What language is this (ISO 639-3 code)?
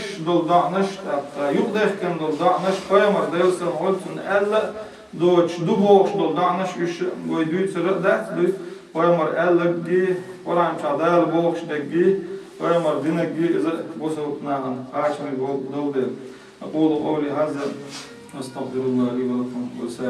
che